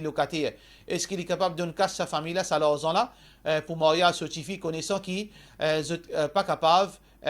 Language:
Morisyen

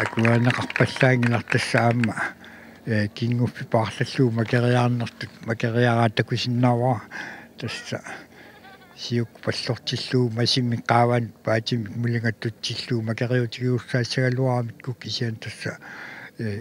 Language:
Kalaallisut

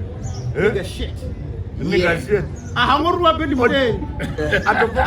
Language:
Venda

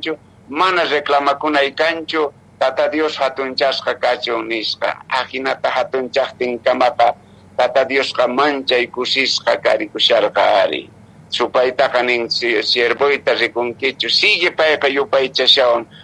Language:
Quechua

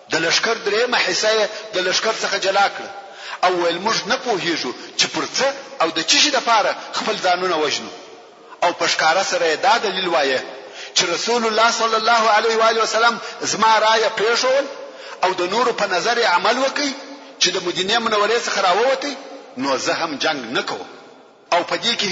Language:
Pashto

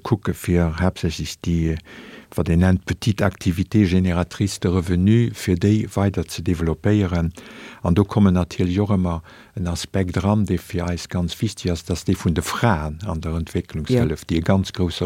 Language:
Luxembourgish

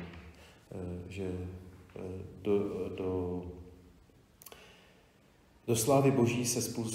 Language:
Czech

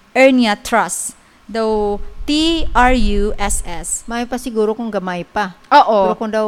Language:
Hiligaynon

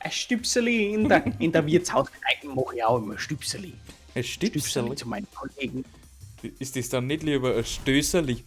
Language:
Bavarian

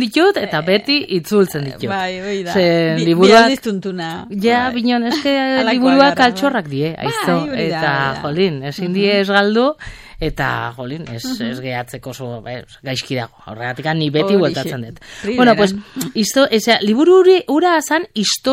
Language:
Basque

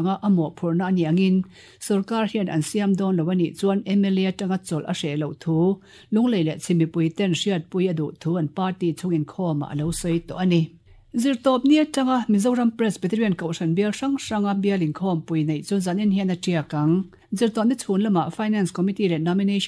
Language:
Mizo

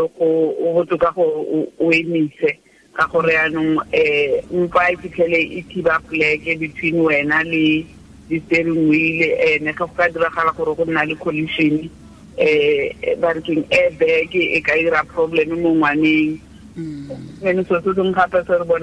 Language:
Tswana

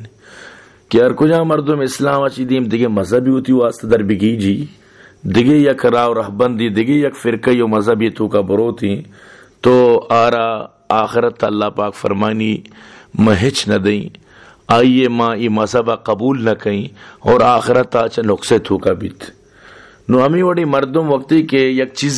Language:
Baluchi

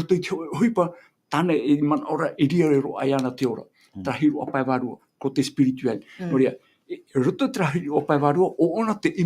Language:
Tahitian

